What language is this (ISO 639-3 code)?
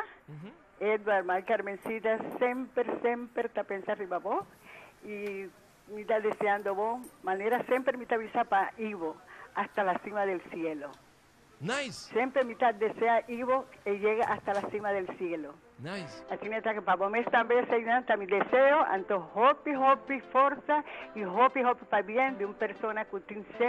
pap